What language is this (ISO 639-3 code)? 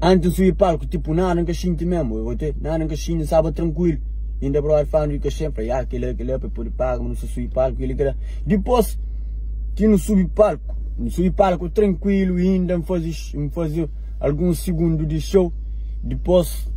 kea